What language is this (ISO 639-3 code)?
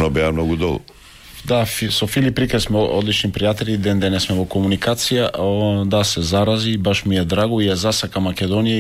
mkd